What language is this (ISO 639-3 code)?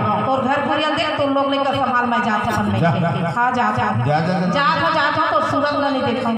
hne